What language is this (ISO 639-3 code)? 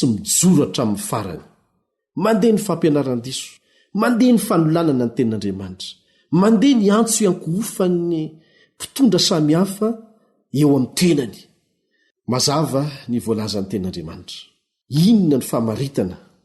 mlg